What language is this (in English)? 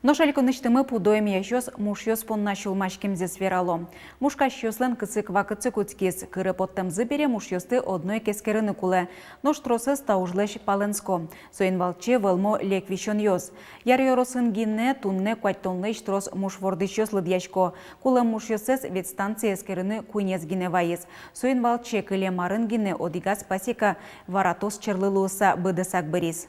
Udmurt